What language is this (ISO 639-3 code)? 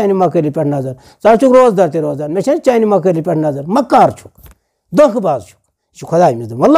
kas